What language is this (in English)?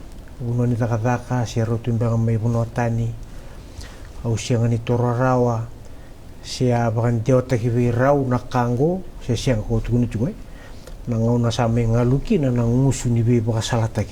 Fijian